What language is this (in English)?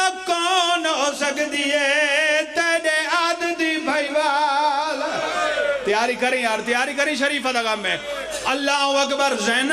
Pahari-Potwari